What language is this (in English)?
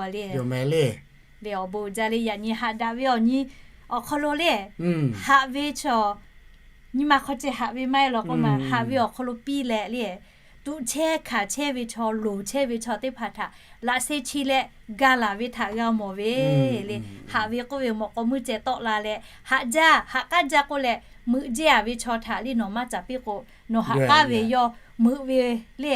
Lahu